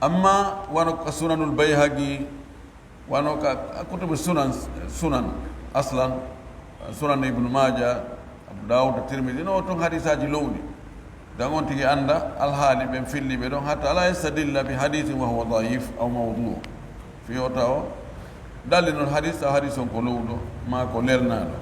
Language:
Pular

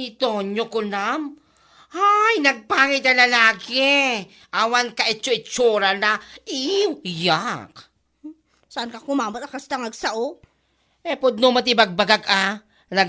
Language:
Iloko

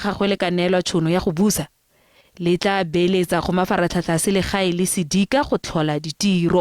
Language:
Tswana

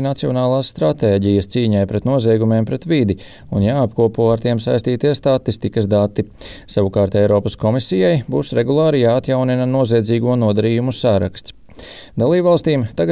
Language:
Latvian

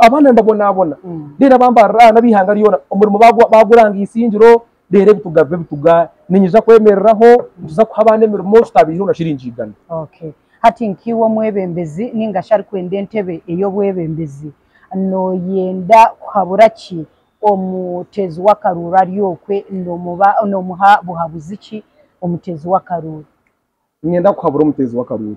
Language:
Nyankole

